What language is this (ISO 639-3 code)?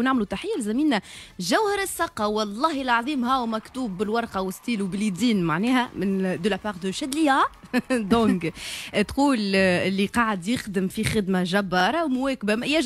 aeb